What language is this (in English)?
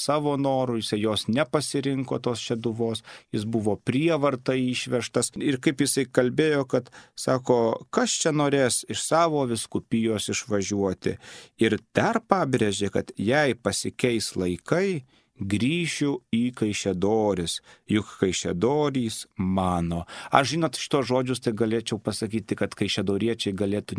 Lithuanian